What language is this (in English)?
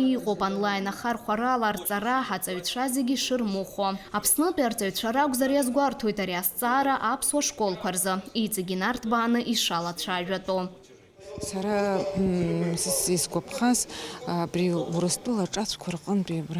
Abkhazian